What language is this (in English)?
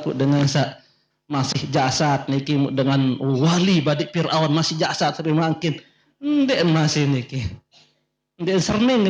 Sasak